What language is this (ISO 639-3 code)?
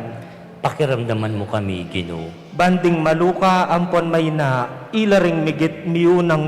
pam